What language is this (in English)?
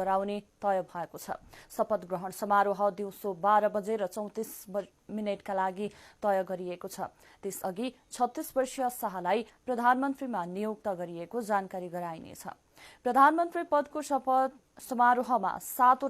Nepali